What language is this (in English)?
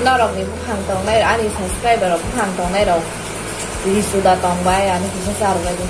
Kok Borok